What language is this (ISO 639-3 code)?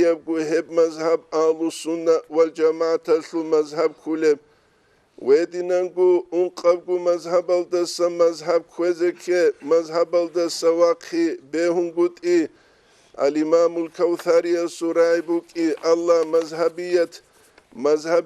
ava